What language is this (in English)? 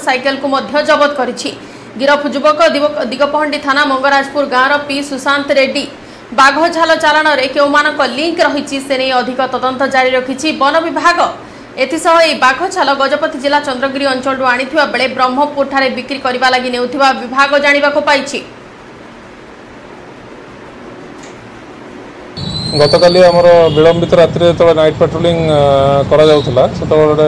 Odia